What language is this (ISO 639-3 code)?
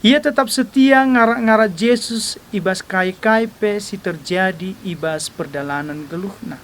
btx